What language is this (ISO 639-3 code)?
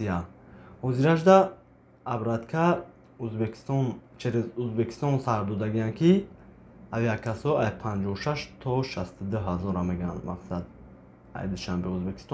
tgk